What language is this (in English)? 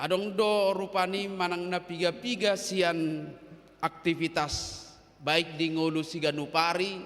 Batak Toba